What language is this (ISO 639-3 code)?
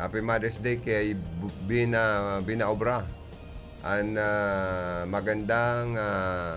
bik